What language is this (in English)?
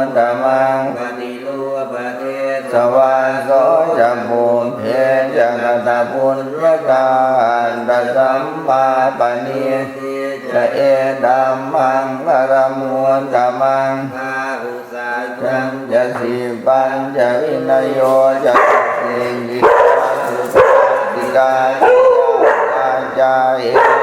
Pali